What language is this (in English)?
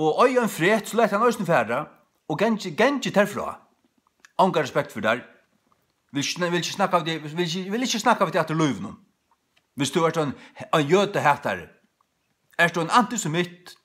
Faroese